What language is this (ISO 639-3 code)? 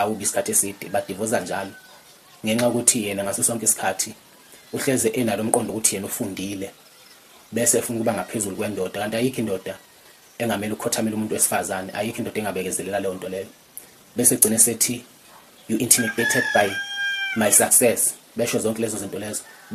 zul